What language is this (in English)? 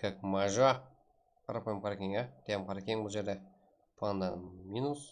Kara-Kalpak